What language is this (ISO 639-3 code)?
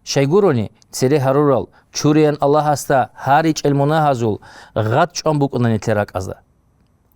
ava